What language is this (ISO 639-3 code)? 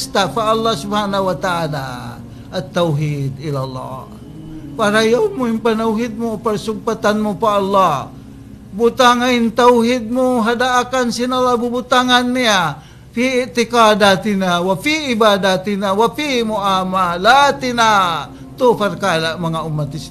tsg